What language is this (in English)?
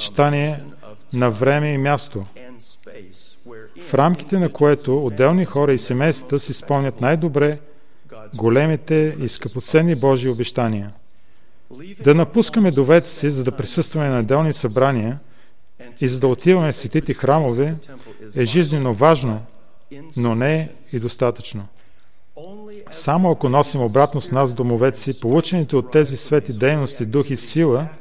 Bulgarian